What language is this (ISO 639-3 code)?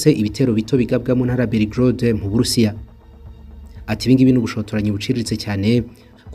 kin